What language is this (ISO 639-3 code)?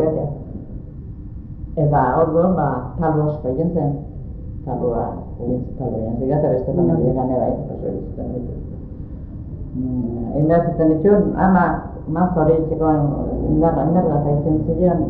eus